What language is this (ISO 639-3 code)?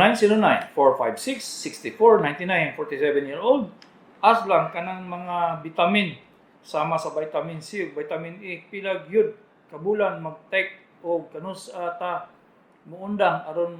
ceb